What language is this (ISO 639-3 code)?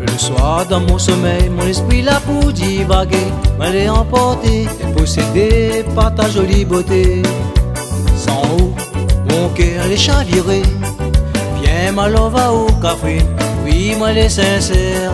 rcf